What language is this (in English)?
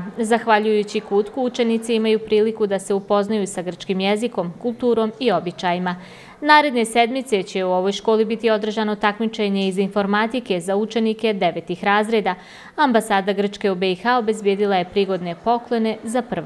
Bosnian